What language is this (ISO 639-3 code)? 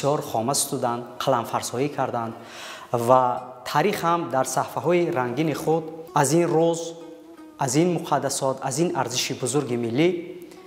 tgk